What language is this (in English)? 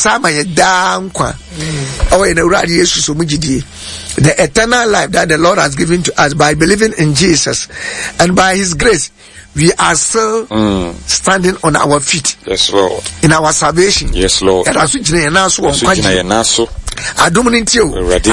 Akan